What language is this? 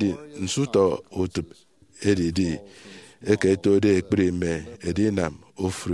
Efik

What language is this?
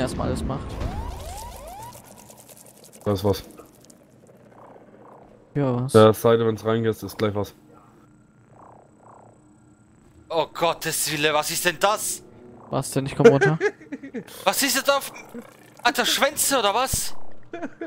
German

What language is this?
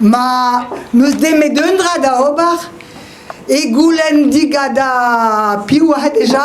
Breton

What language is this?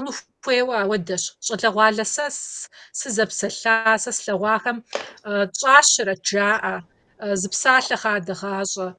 Kabardian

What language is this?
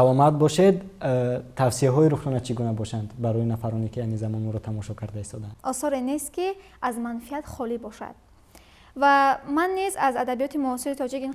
Tajik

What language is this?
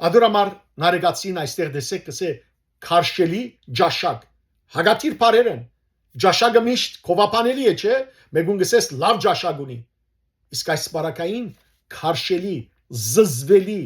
Western Armenian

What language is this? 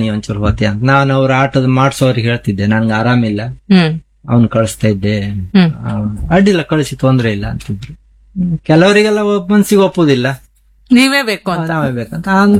Kannada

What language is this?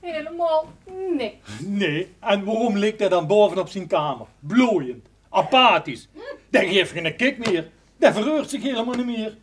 Limburgish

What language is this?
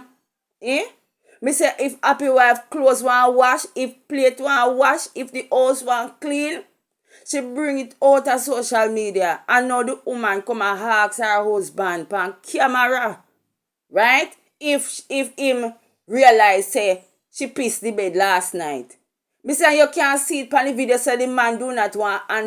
Jamaican Creole English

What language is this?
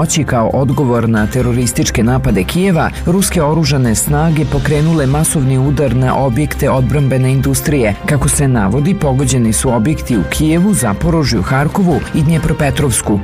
Serbian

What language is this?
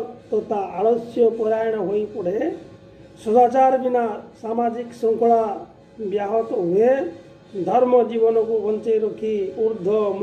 Odia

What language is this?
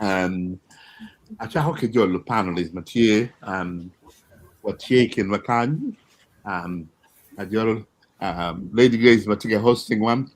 Acoli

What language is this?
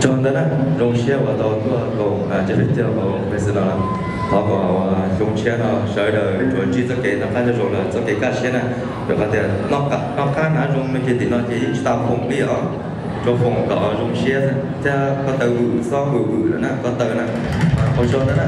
Hmong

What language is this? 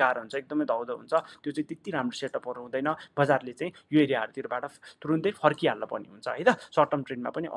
Nepali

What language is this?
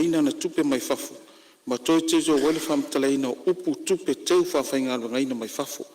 Samoan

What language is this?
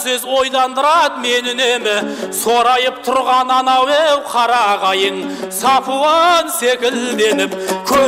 Kazakh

